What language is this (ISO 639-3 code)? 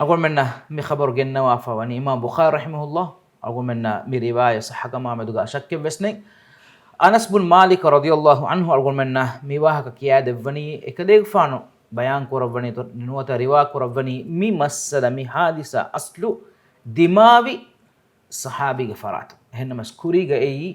div